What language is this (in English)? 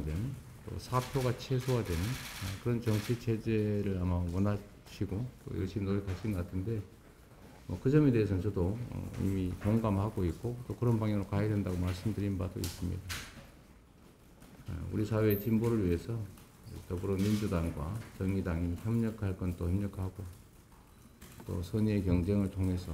Korean